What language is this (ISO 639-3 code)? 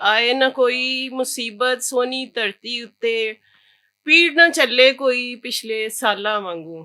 lah